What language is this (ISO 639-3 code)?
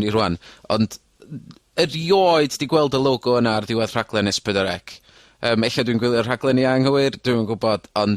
cym